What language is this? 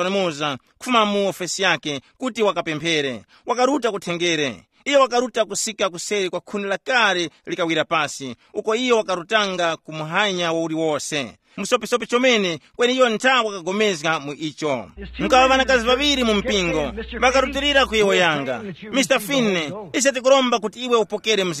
Tumbuka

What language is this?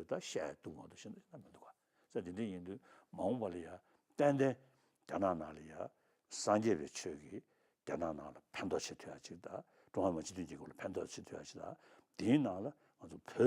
Tibetan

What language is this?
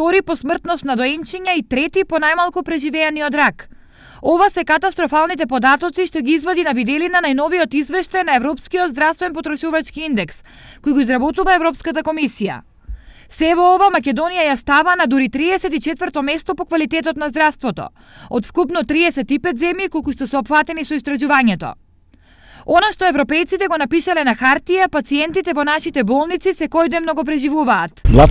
Macedonian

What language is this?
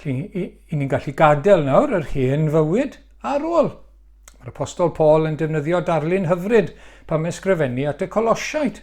Welsh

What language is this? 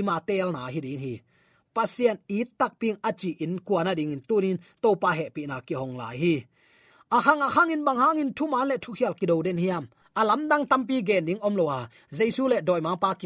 Tedim Chin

